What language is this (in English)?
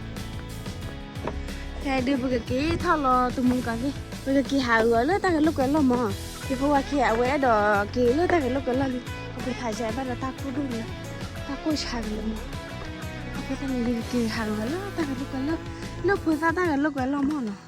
S'gaw Karen